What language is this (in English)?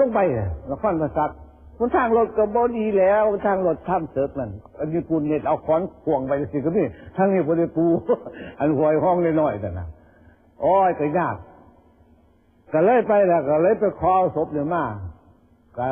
Lao